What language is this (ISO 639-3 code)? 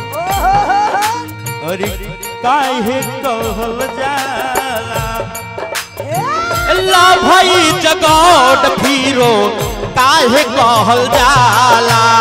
bho